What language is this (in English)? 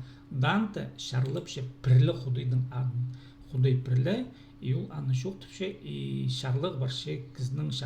Khakas